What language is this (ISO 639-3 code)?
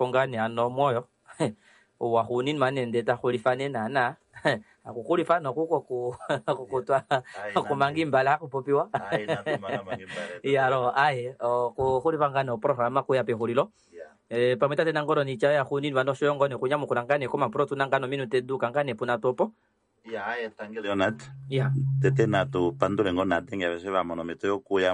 kua